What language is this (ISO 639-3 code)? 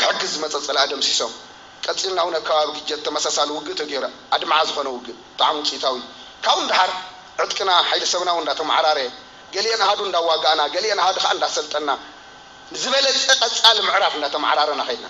tir